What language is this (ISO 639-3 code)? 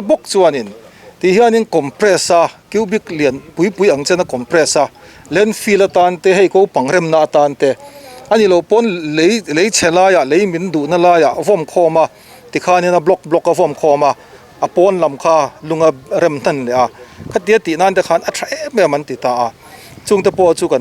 lus